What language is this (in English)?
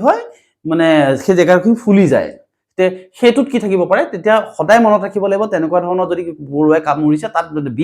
Assamese